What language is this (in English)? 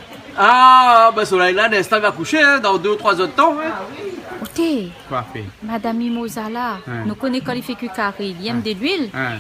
Réunion Creole French